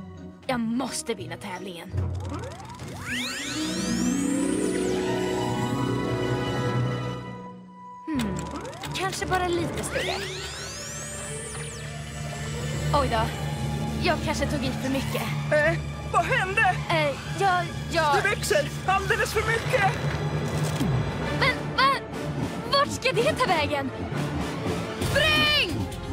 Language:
Swedish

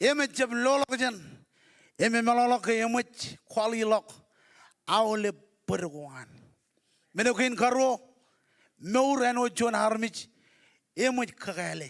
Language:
Marshallese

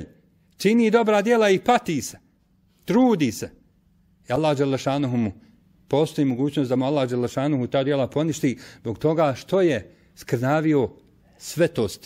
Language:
Bosnian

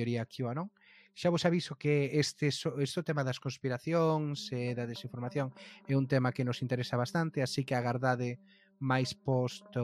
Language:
Galician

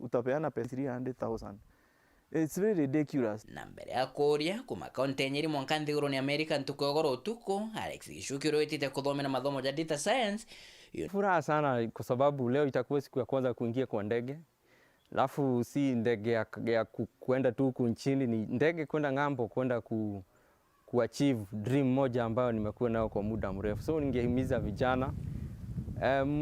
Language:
Meru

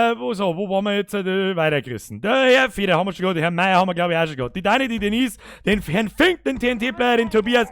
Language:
Bavarian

